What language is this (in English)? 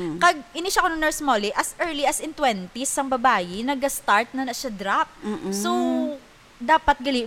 Hiligaynon